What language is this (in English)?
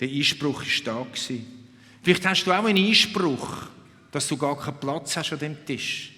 Swiss German